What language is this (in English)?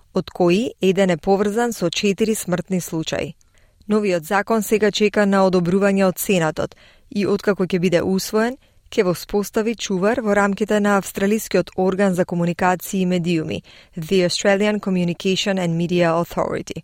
Macedonian